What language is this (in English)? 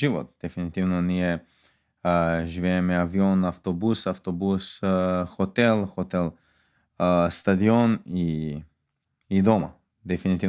Macedonian